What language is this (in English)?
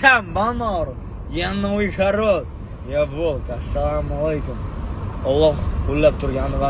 Uzbek